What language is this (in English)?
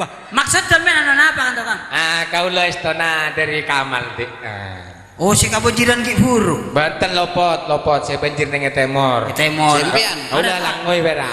Madurese